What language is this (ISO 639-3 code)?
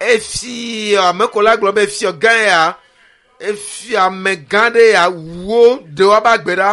ewe